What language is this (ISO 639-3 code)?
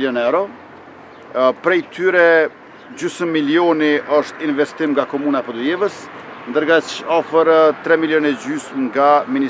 sqi